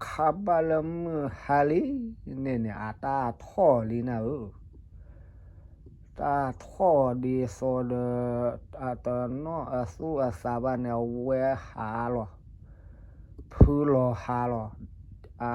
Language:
S'gaw Karen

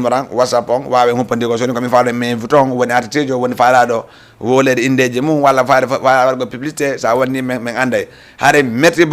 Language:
Fula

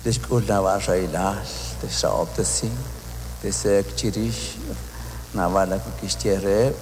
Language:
Kekchí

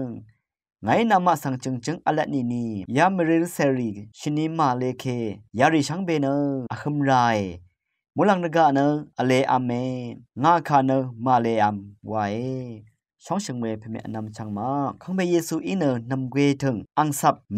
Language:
Rawang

